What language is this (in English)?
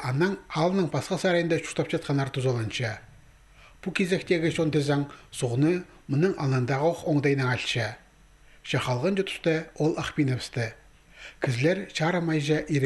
Khakas